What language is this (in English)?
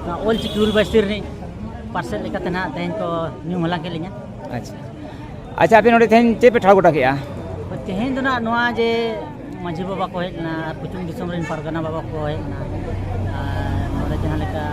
Santali